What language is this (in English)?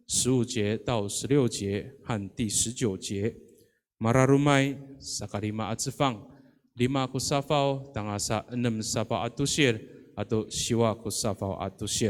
Amis